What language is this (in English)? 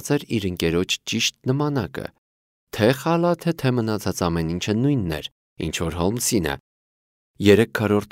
Armenian